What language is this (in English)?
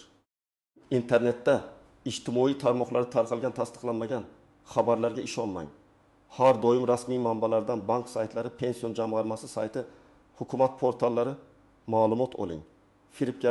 Uzbek